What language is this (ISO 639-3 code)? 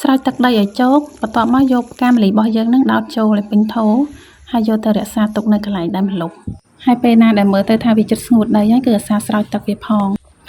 khm